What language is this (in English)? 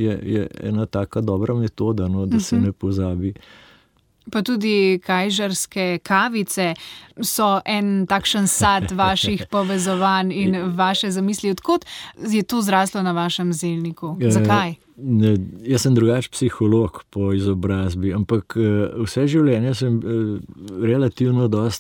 Slovenian